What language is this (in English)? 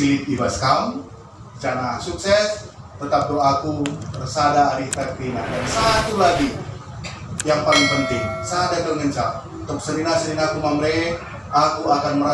Batak Karo